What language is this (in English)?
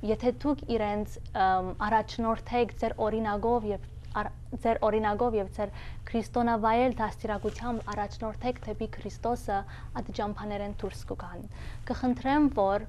Western Armenian